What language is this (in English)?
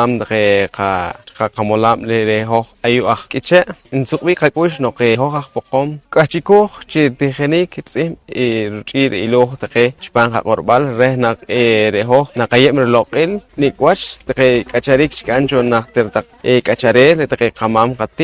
Poqomchi'